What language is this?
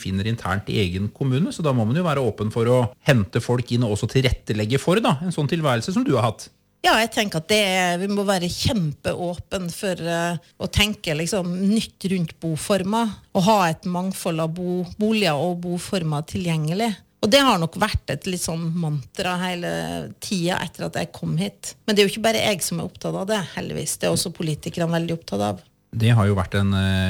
Norwegian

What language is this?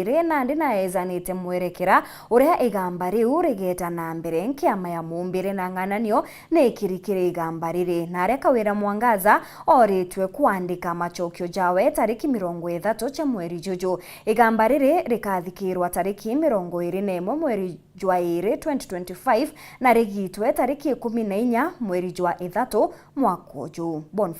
Meru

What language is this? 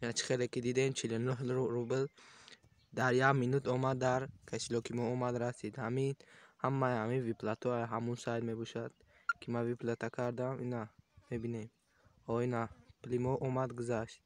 Tajik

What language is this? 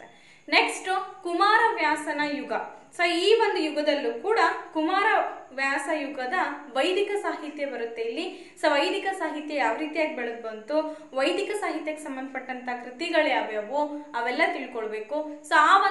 Kannada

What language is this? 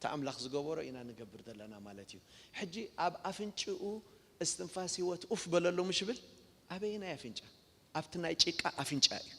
Tigrinya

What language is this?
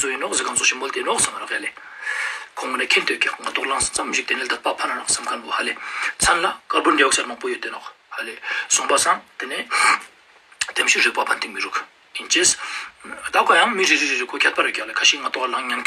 Ladakhi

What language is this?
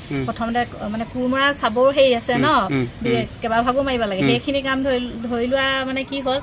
Assamese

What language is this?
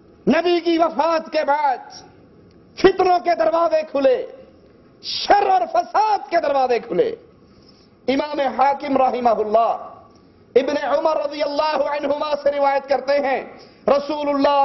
Urdu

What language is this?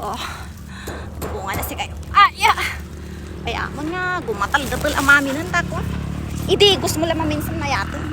Iloko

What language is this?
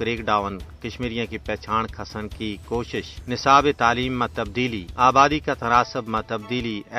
Gujari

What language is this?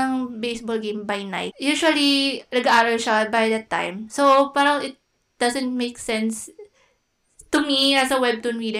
Filipino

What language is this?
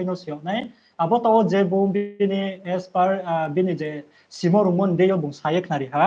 Riang (India)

